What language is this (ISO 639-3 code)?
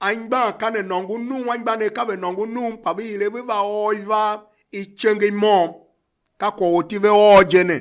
tiv